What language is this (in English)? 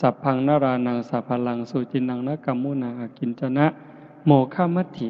Lao